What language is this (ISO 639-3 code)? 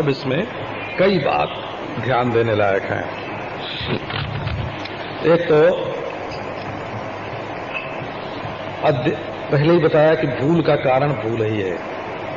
hin